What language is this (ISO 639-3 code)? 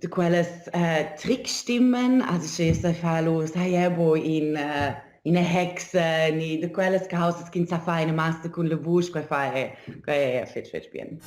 roh